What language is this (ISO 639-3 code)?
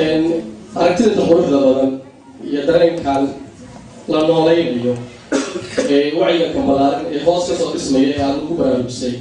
som